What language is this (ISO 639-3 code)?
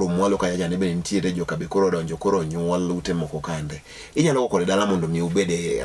luo